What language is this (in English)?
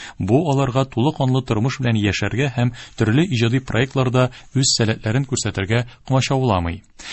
Tatar